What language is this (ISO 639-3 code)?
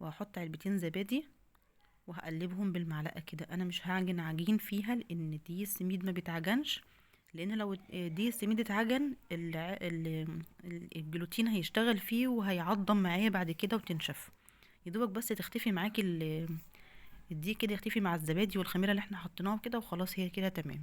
arz